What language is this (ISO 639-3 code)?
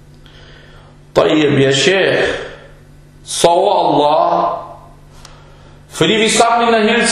dan